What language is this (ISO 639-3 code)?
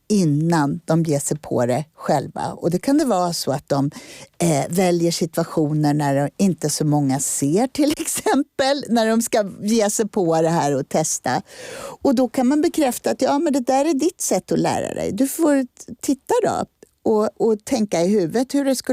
swe